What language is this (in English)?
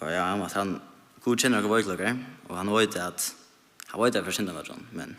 Faroese